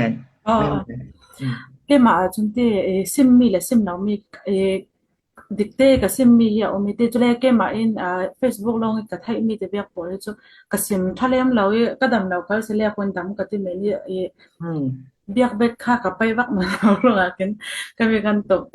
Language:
Falam Chin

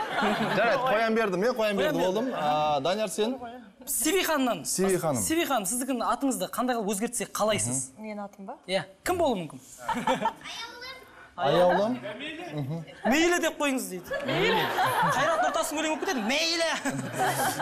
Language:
Kazakh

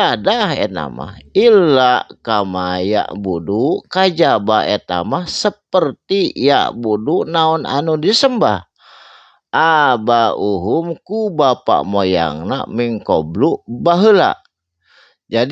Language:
Sundanese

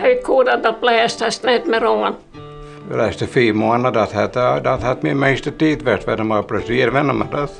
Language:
Western Frisian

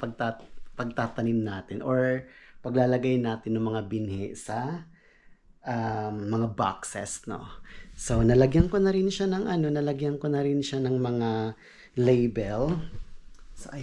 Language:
Filipino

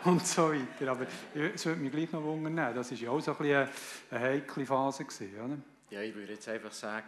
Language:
German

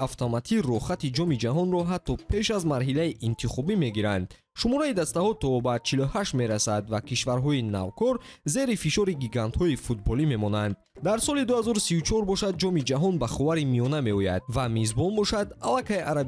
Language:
Tajik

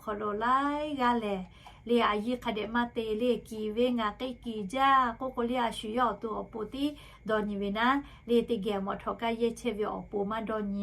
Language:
Lahu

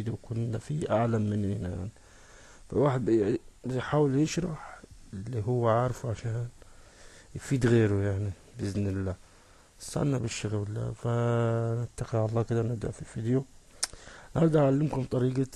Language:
Egyptian Arabic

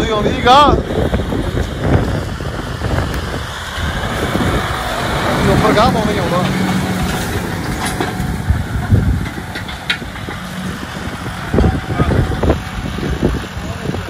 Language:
Punjabi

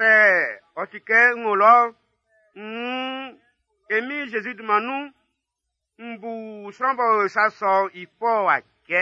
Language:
Baoulé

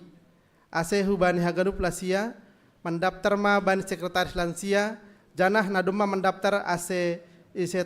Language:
Batak Simalungun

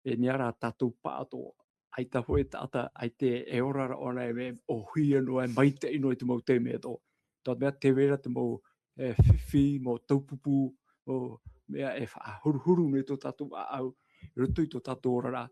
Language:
Tahitian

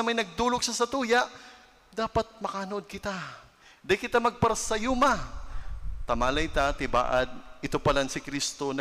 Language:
Bikol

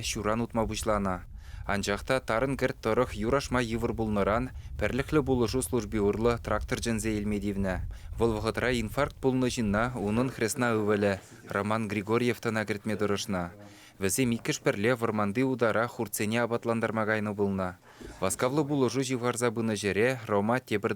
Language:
Chuvash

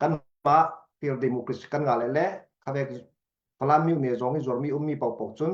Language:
Falam Chin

